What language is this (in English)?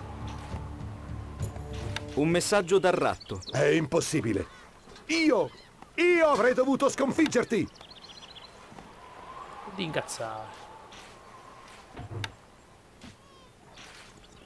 Italian